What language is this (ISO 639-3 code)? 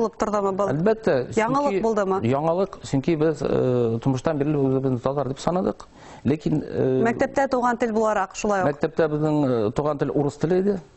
bak